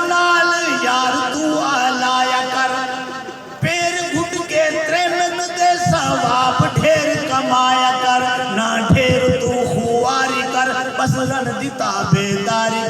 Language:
Saraiki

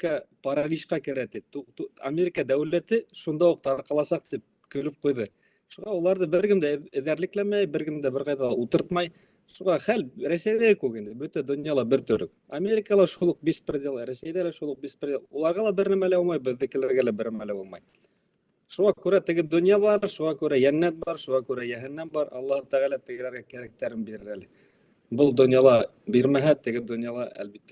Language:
Bashkir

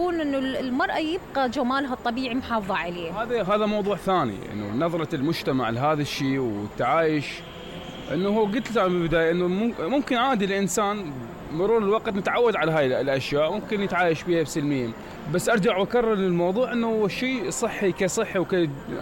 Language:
Mesopotamian Arabic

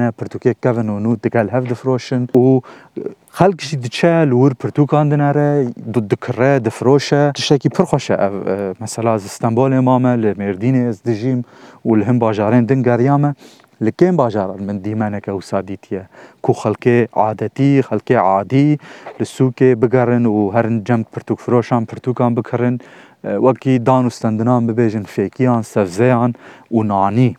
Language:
Kurdish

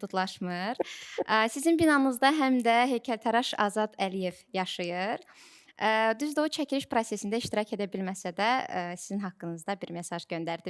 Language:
Azerbaijani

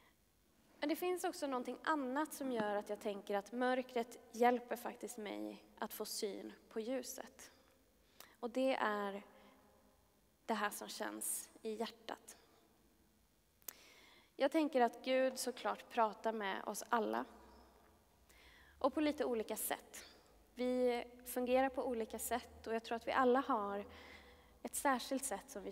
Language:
Swedish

